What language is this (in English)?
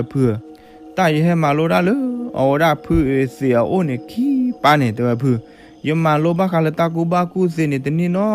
S'gaw Karen